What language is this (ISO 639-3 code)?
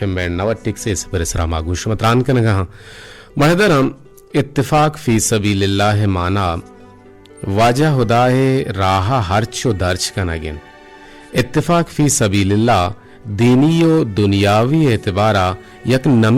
bgp